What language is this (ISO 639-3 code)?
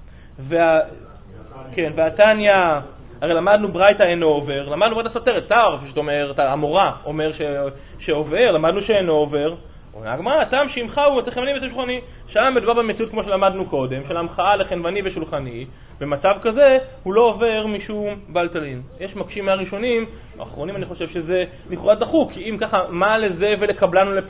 heb